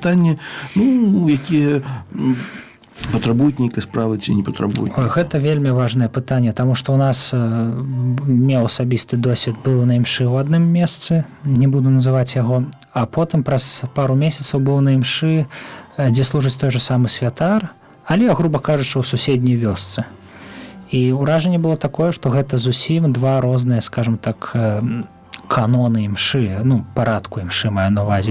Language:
Belarusian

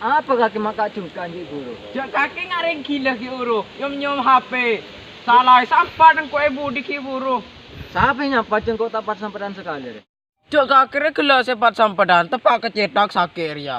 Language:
Madurese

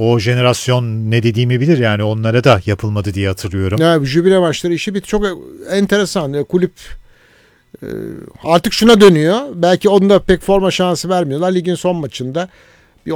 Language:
Turkish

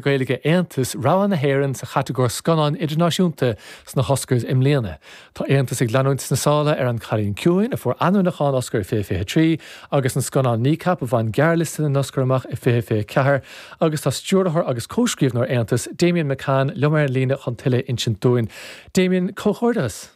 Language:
Irish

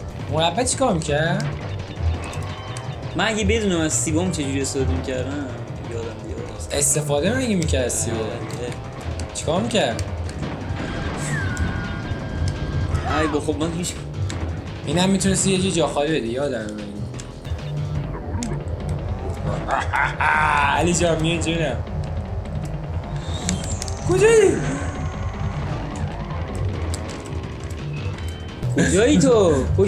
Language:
Persian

